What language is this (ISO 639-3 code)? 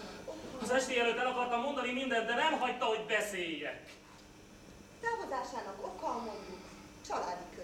hun